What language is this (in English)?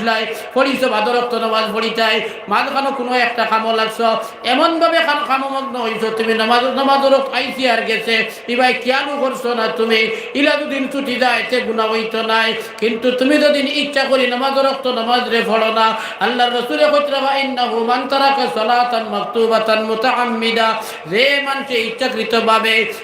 Sylheti